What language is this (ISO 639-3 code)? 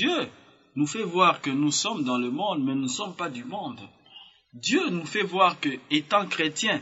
fra